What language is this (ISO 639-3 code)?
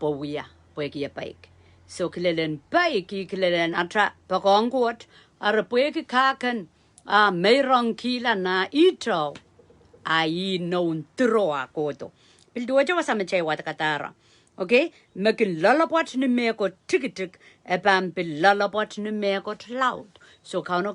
pon